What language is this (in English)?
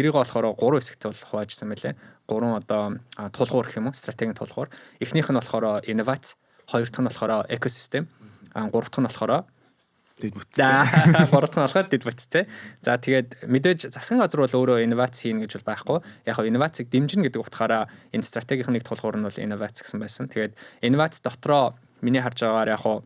Mongolian